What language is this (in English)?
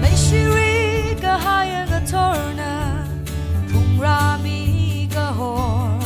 Tangkhul Naga (India)